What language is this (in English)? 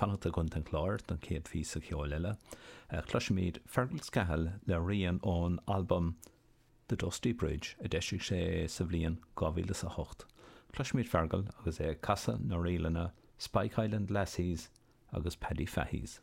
Irish